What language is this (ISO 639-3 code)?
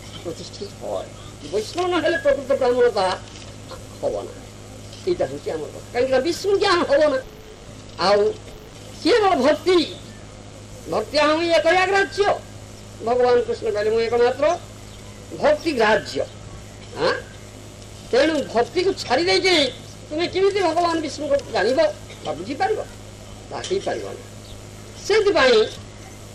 ori